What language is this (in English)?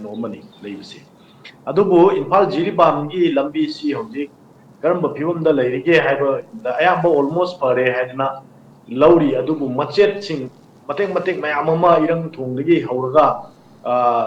Manipuri